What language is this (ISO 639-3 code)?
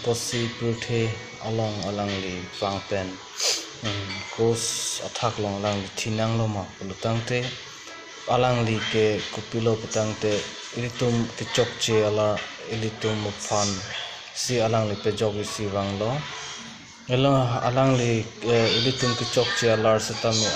mjw